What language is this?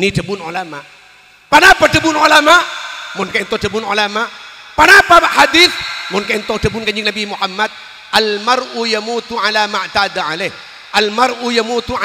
Madurese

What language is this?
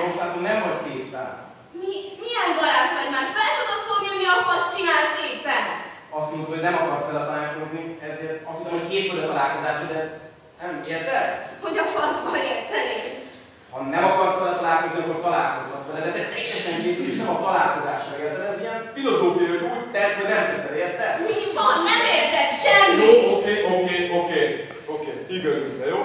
Hungarian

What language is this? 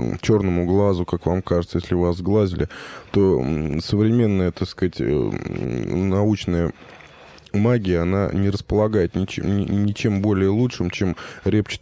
Russian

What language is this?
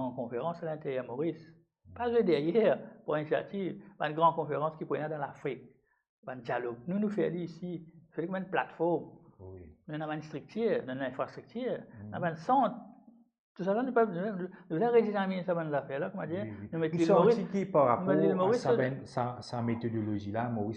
Morisyen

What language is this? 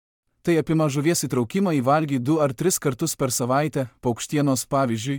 Lithuanian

